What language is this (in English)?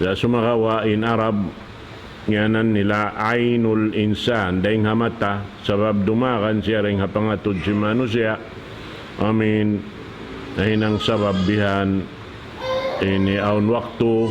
Tausug